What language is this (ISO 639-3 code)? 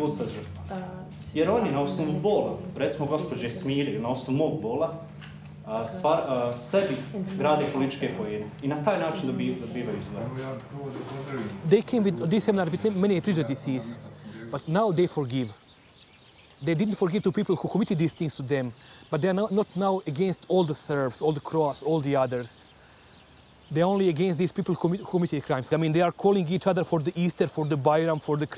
bos